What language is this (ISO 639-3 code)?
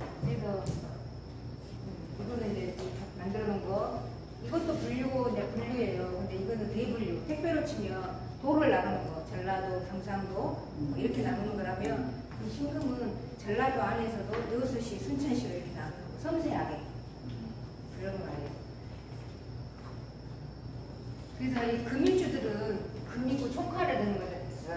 kor